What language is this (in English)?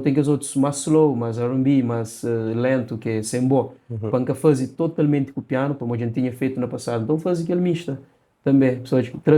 Kabuverdianu